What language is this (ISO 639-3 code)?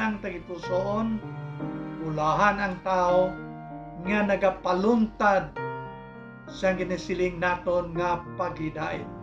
hil